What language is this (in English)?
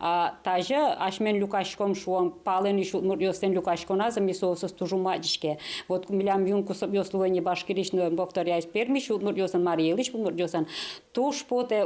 Udmurt